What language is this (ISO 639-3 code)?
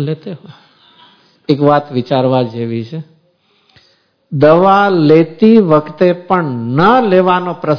guj